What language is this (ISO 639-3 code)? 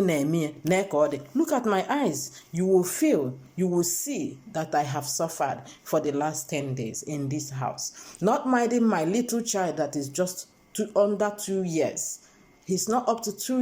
ibo